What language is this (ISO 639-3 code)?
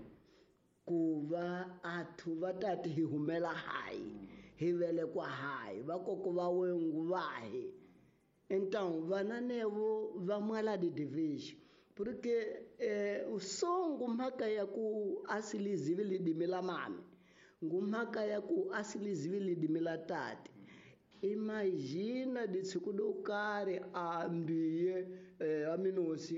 tso